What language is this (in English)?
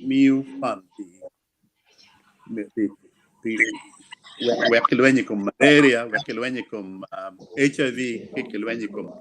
Acoli